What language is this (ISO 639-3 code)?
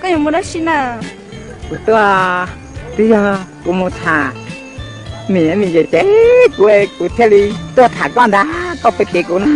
hmn